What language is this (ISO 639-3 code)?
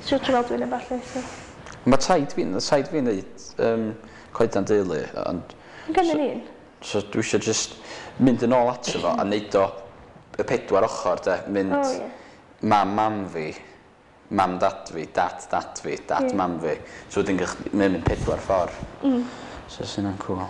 cym